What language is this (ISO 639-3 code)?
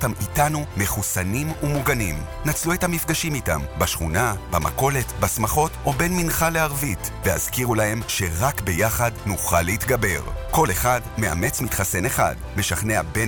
heb